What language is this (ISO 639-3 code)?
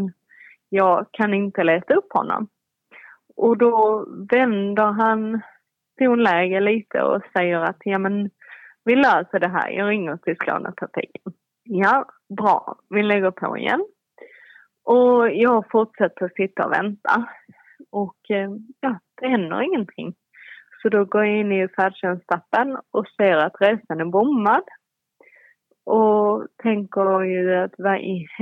swe